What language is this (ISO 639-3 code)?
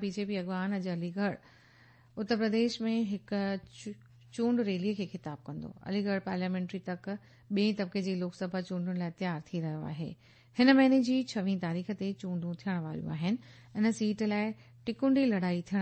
snd